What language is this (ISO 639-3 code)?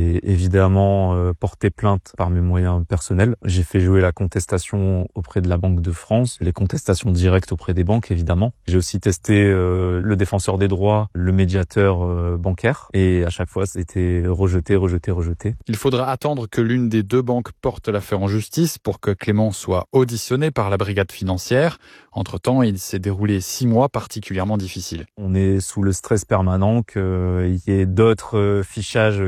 fra